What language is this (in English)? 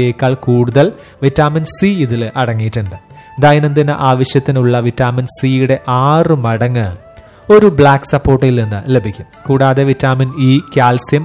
Malayalam